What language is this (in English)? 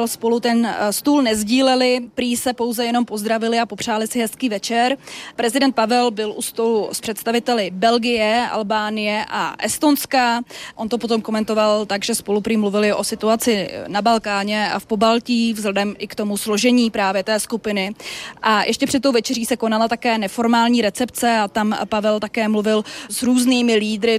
Czech